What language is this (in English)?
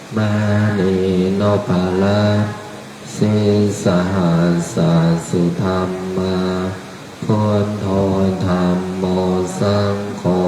Pali